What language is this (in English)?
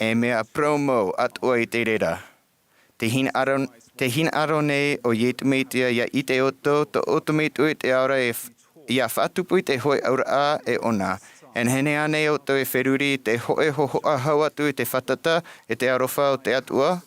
Tahitian